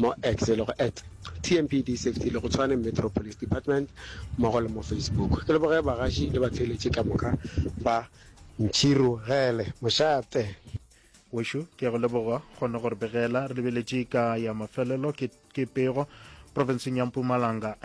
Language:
Northern Sotho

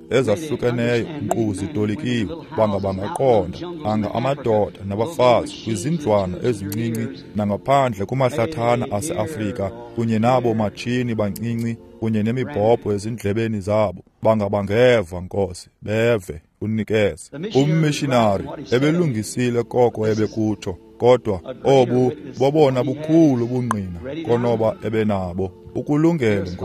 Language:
Xhosa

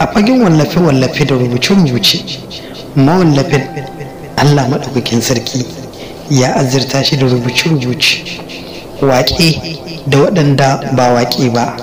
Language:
Hausa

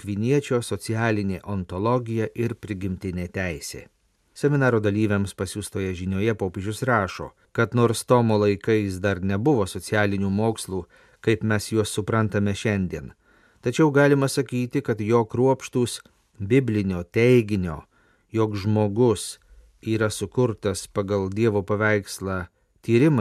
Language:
Lithuanian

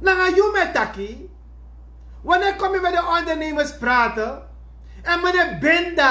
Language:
Sranan Tongo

